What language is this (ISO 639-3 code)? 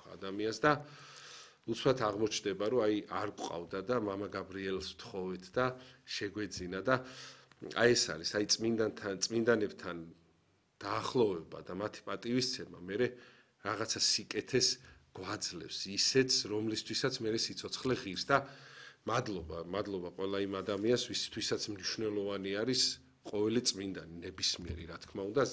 kat